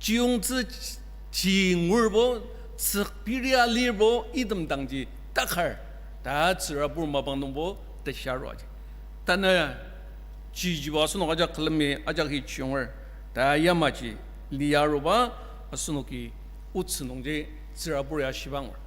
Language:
Ao Naga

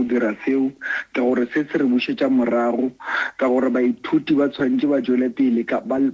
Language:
Northern Sotho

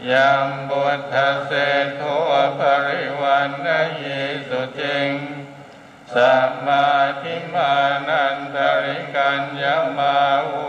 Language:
Pali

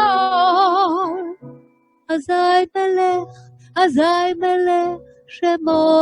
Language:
Ladino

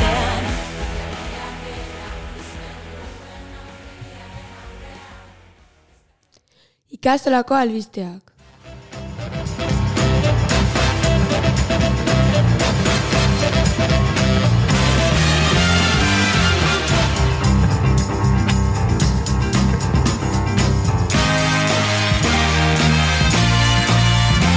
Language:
Basque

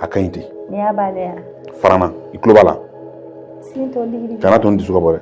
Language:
Bambara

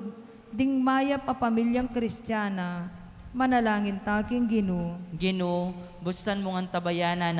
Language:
Pampanga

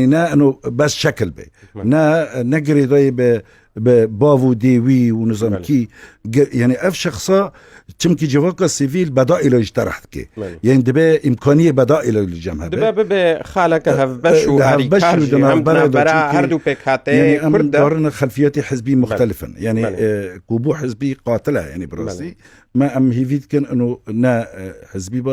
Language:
Kurdish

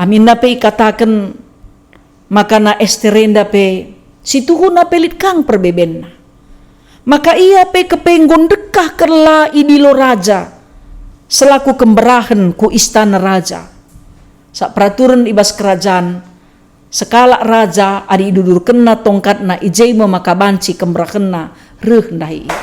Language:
Batak Karo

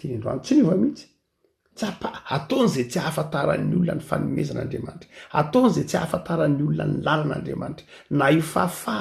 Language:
Malagasy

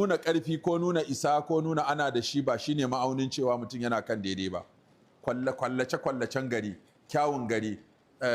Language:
Hausa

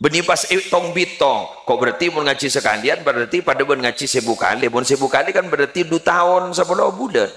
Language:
Madurese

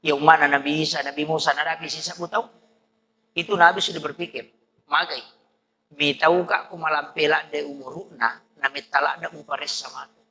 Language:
Buginese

